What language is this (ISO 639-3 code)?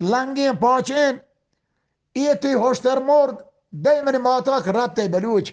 bgp